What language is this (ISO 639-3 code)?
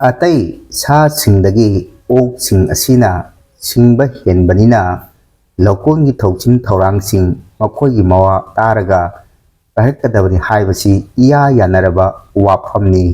mni